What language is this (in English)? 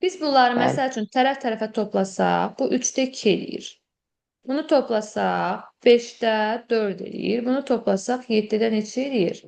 Azerbaijani